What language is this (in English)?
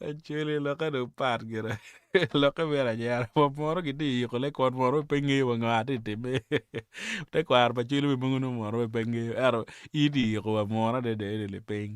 Acoli